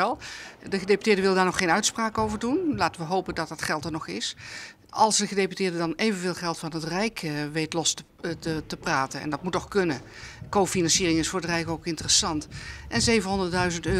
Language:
Western Frisian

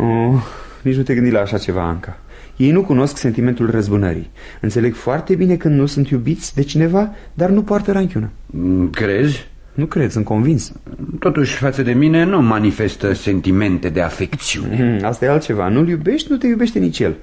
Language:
Romanian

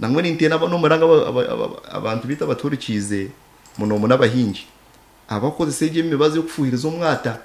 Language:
Nyankole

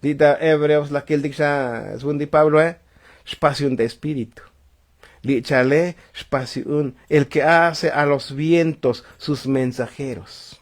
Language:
Tzotzil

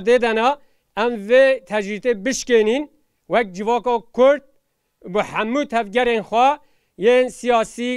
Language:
Kurdish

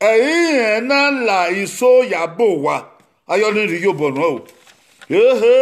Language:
Bini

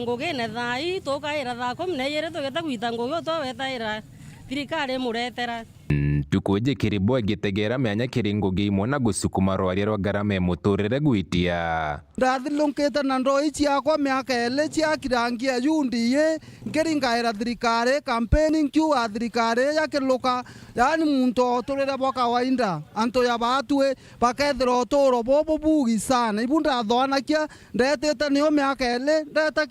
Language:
Meru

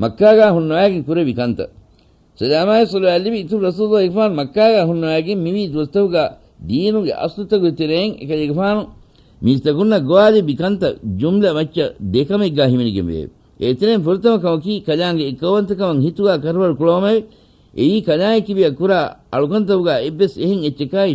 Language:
Divehi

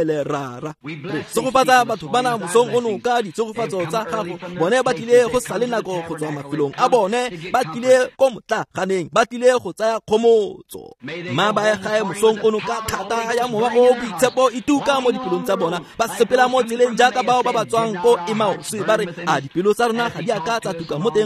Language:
Tswana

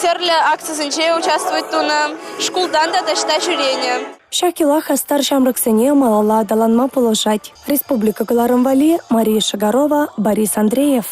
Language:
Chuvash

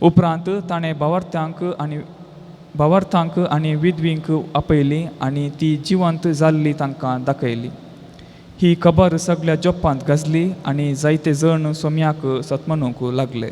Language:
Konkani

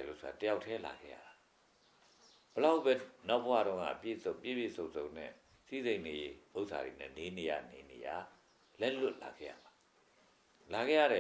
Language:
Burmese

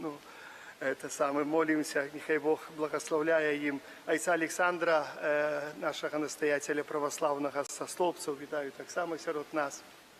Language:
Belarusian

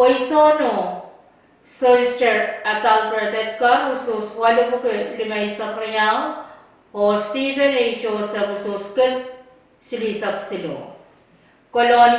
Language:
Pohnpeian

